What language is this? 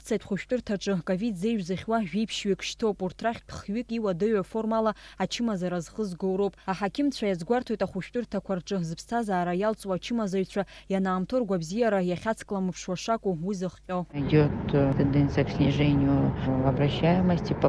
Abkhazian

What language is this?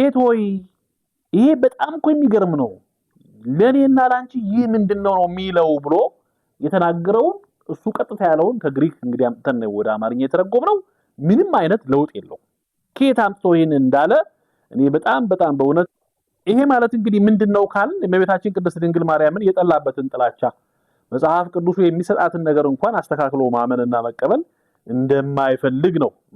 Amharic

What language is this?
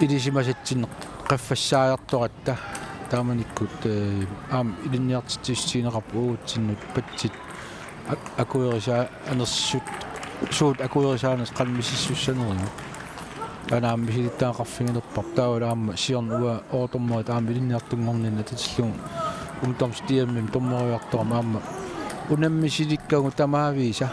Kalaallisut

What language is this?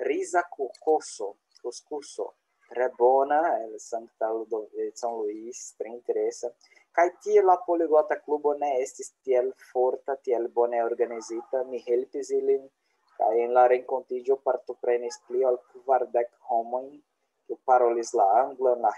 Esperanto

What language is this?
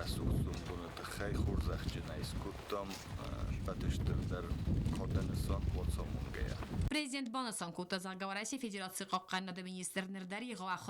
Ossetic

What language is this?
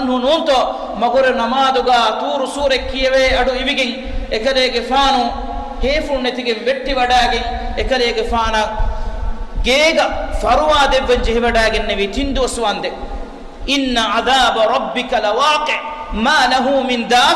Divehi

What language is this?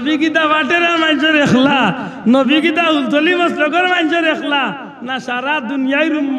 Sylheti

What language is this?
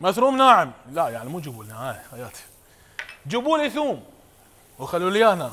Mesopotamian Arabic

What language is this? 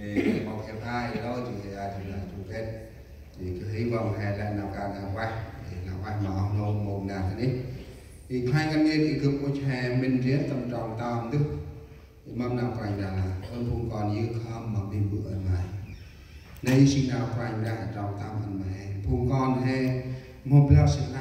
Central Mnong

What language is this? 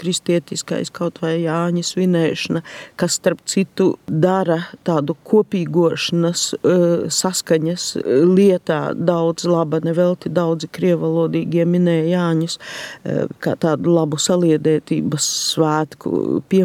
Latvian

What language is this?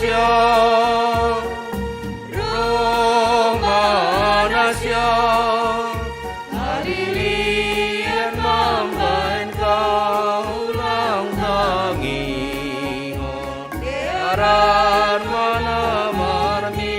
Batak Simalungun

